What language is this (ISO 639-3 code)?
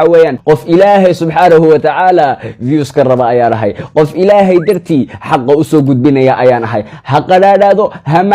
som